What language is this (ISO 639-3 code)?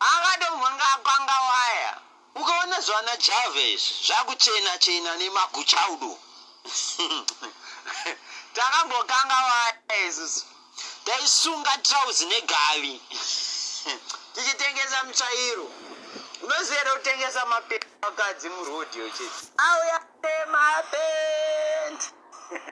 sna